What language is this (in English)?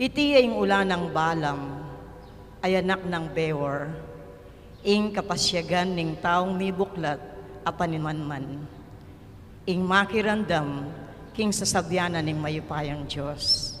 Pampanga